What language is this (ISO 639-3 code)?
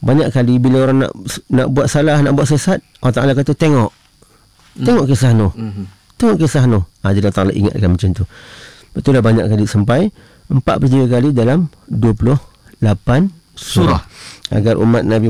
msa